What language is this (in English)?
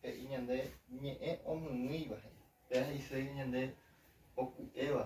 Guarani